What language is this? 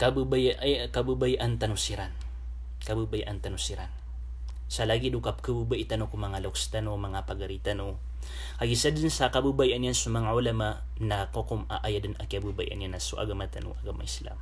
Maranao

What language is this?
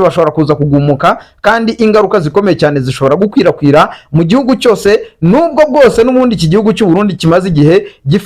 Kinyarwanda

